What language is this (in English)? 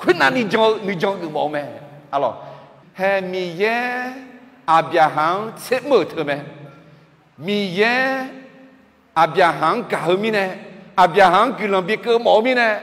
Akha